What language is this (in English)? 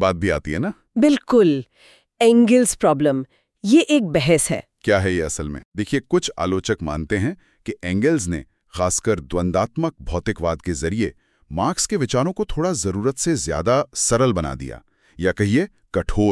Hindi